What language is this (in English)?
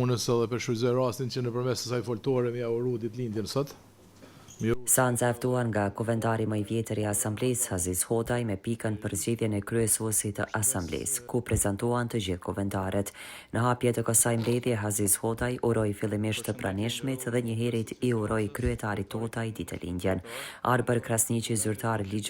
Albanian